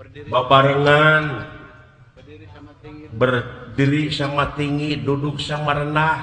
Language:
Sundanese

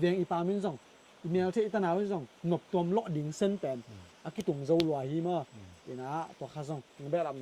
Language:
Tedim Chin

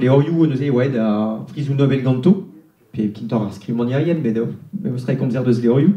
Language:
Breton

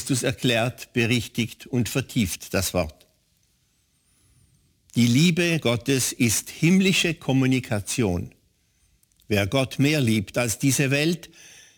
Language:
German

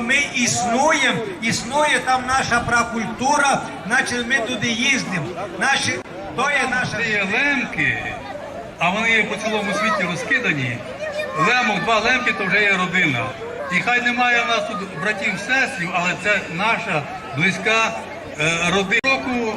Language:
Rusyn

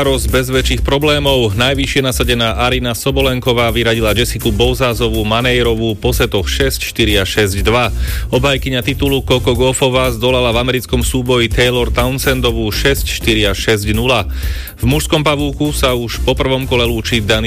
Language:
Slovak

